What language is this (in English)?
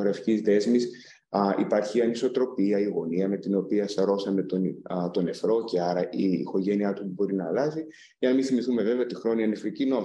Greek